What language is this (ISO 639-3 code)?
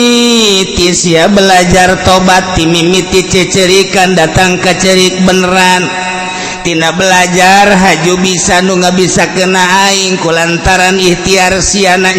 sun